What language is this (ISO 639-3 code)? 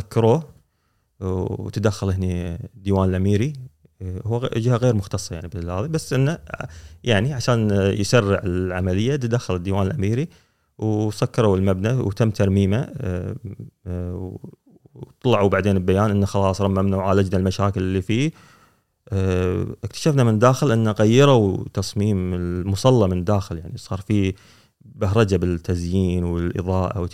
afb